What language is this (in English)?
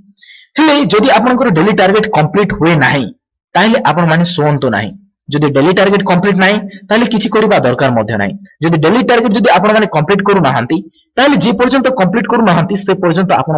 Odia